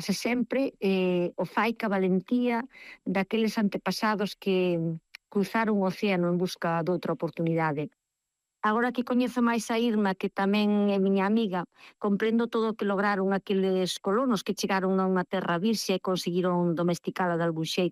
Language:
Galician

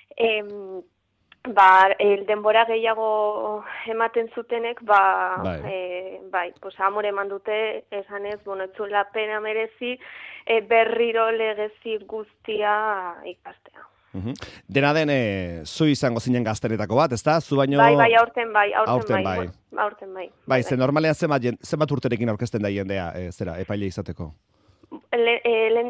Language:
Basque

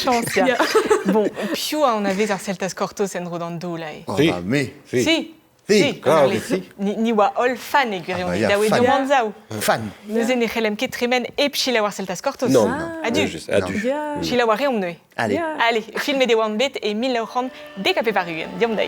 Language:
Breton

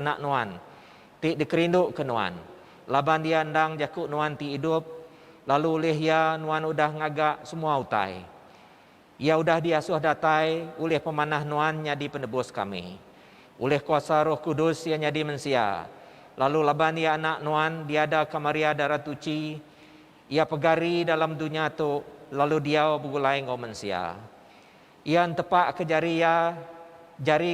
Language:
Iban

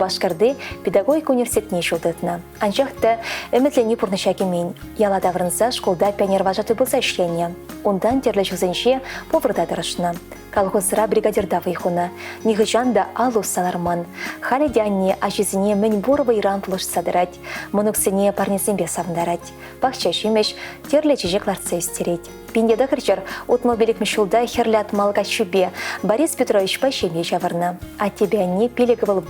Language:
Chuvash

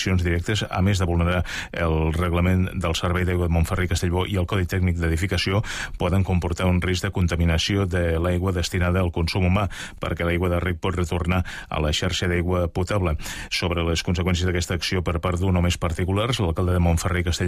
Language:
Catalan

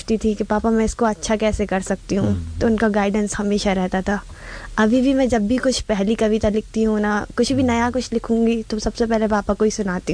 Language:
Hindi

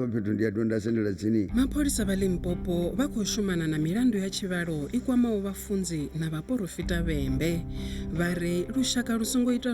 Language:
Venda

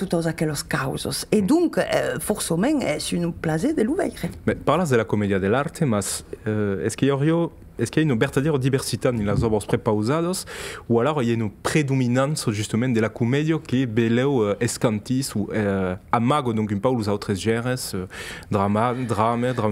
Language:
Occitan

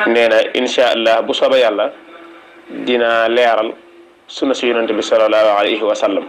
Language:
Wolof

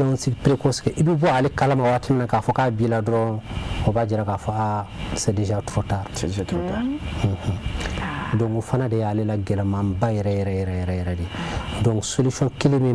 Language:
Bambara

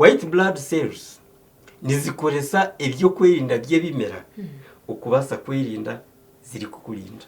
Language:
Nyankole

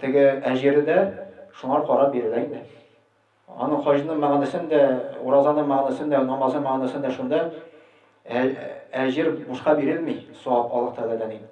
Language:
Tatar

